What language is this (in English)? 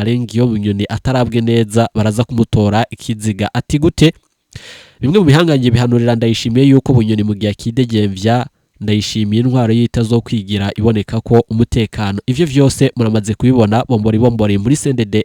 Rundi